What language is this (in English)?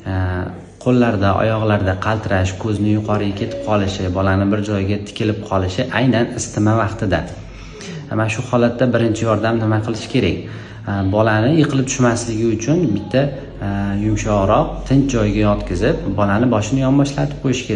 Uzbek